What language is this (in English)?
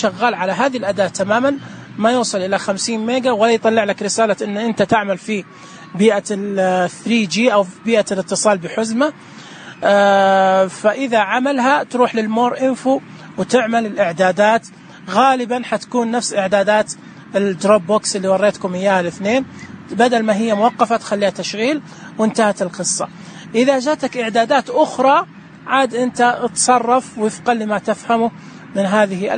Najdi Arabic